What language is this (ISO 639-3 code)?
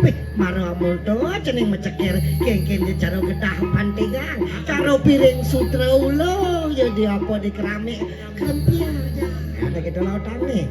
ban